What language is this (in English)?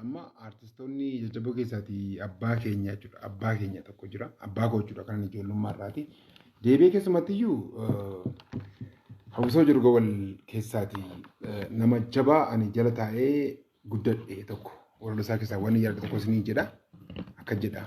Oromo